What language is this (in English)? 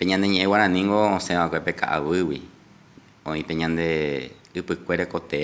Guarani